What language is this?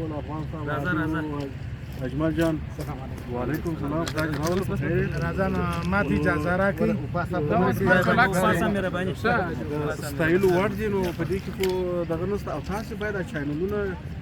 Pashto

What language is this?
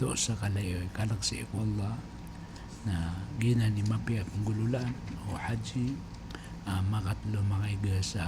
Maranao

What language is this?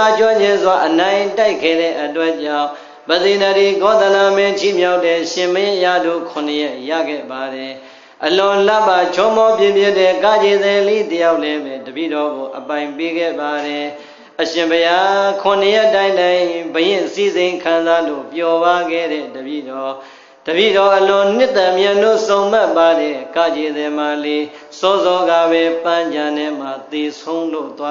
Burmese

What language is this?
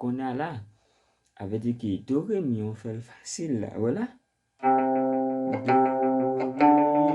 Haitian Creole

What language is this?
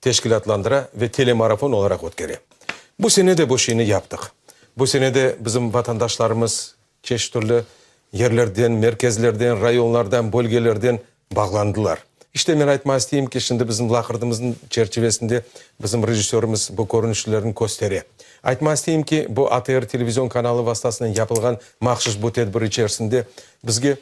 Crimean Tatar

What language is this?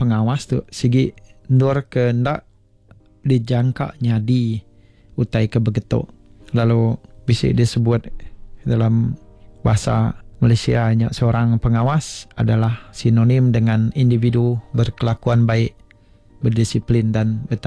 Iban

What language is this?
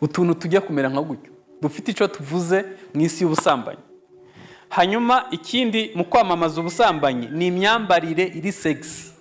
Kinyarwanda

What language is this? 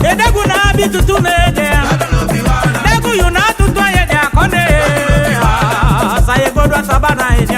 Eastern Maroon Creole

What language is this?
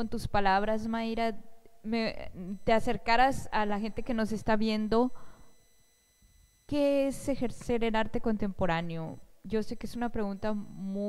Spanish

